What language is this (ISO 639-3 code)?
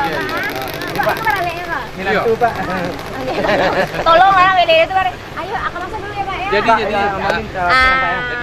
min